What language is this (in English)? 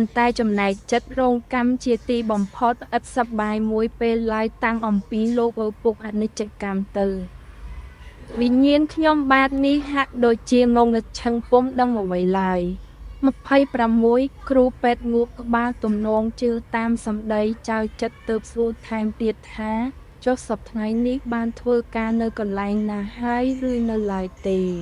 Khmer